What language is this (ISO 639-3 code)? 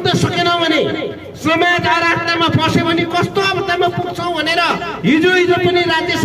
nep